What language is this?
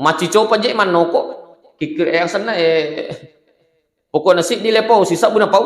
Buginese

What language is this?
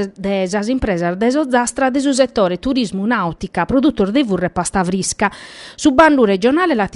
Sardinian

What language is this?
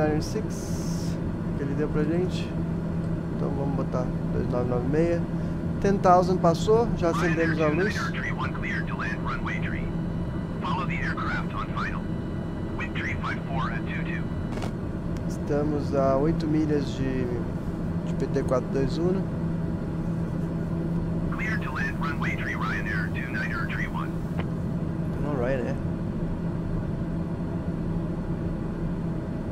Portuguese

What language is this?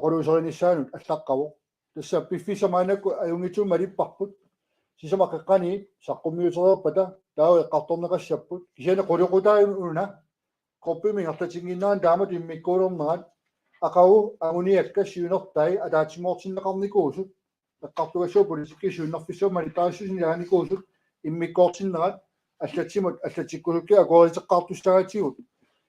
Kalaallisut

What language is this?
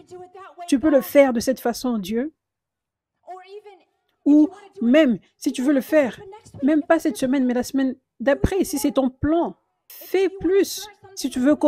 French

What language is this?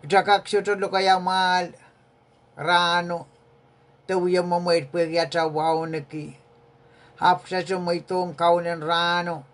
Pohnpeian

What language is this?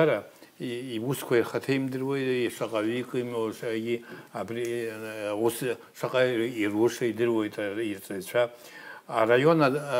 Abkhazian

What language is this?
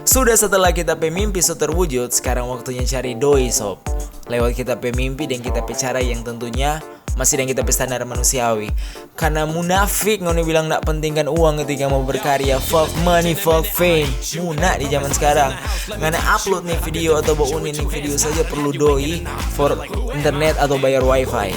Manado Malay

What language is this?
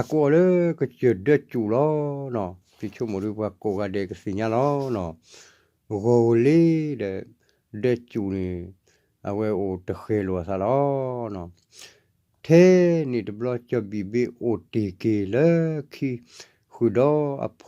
S'gaw Karen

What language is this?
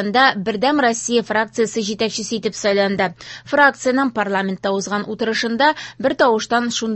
Tatar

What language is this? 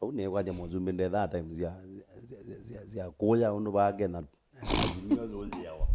Kamba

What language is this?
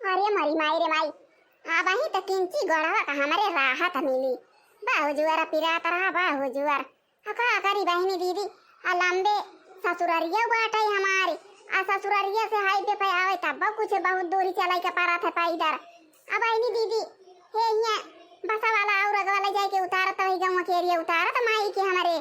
Awadhi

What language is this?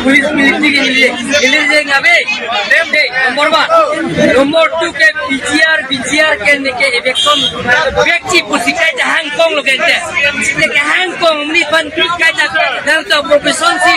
Karbi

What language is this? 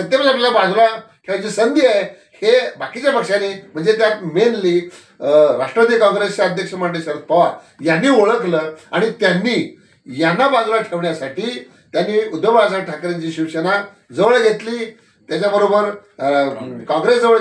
Marathi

